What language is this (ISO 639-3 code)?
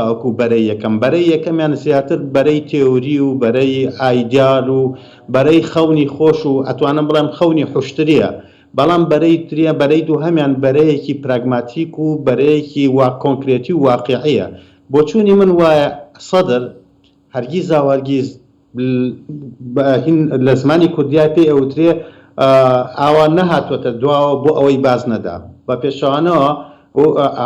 ckb